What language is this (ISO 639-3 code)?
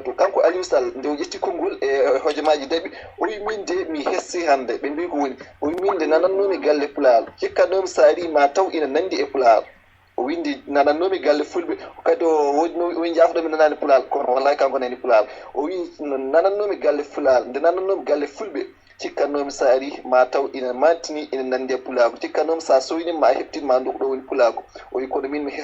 ful